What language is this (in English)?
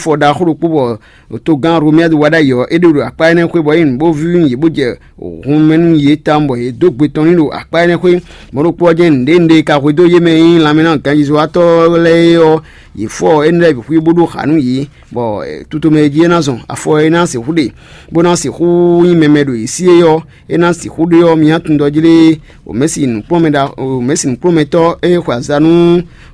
Fon